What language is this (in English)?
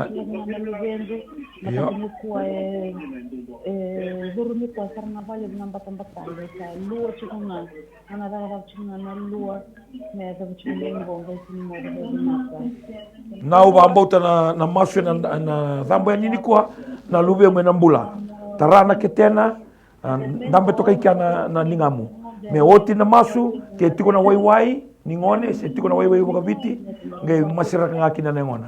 Fijian